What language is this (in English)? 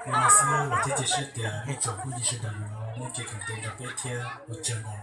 Hmong